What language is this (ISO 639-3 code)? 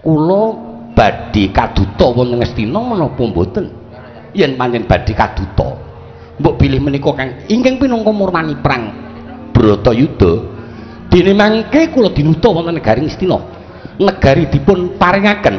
jav